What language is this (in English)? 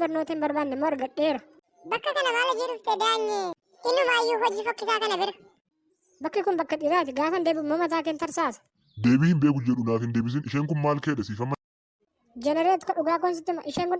Oromo